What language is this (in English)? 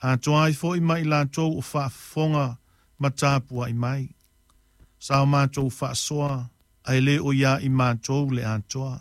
Samoan